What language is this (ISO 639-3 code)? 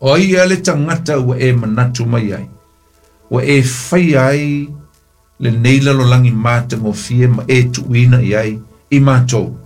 smo